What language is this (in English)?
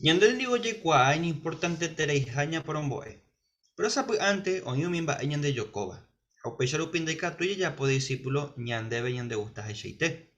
Guarani